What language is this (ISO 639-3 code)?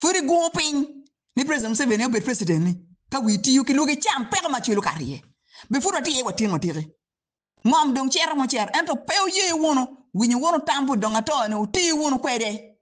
ach